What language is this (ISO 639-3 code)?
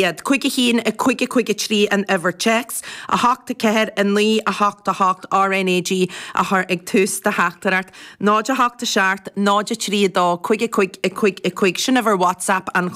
gle